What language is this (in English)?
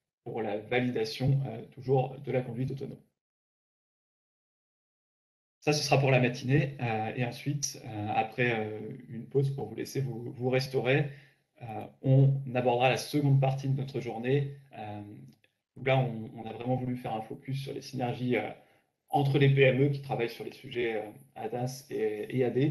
French